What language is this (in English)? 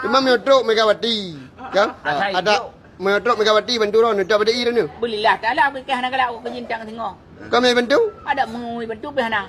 Achinese